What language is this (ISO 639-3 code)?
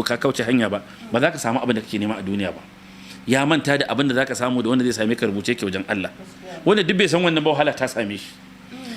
hau